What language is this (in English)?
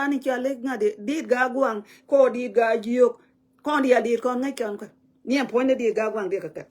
Nuer